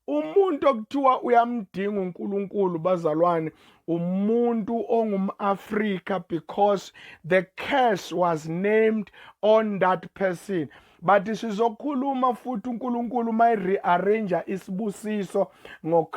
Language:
Zulu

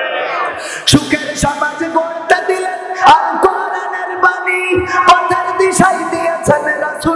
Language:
Bangla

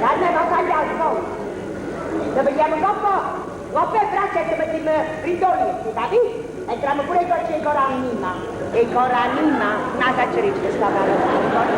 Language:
Neapolitan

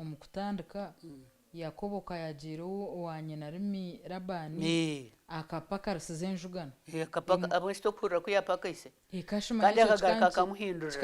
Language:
Nyankole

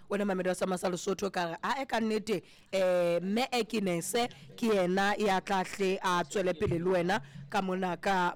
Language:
Southern Sotho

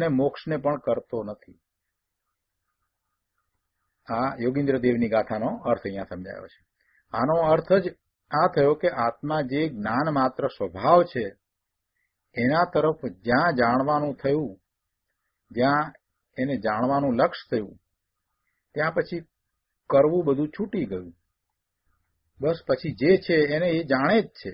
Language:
Gujarati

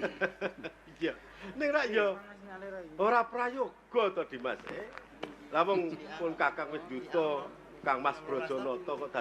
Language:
Javanese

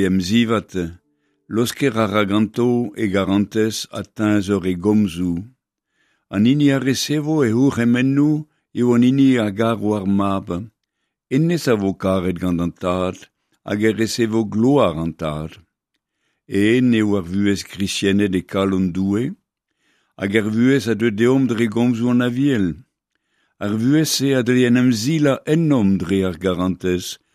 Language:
Breton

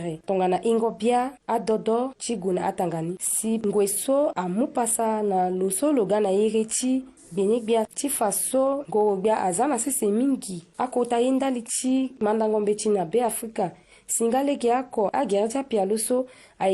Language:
Sango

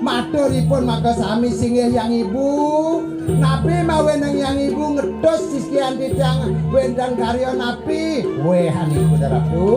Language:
Balinese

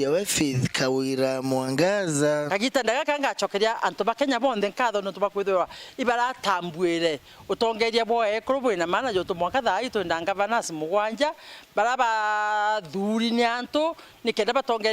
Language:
Meru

